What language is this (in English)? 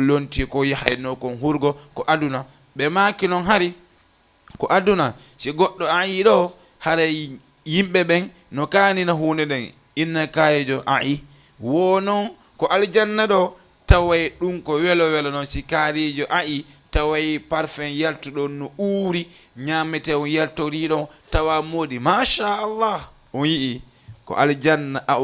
Fula